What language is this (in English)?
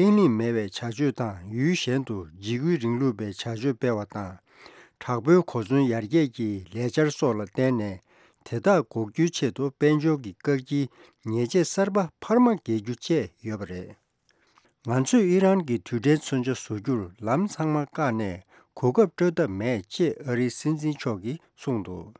Tibetan